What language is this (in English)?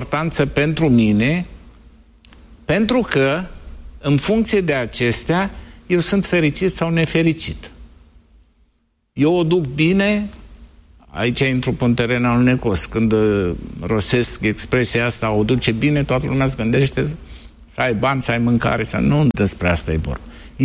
Romanian